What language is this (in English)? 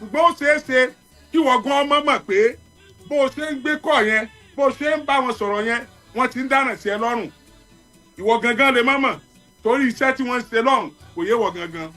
Yoruba